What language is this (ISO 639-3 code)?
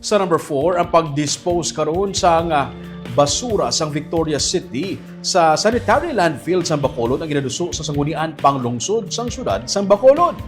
hil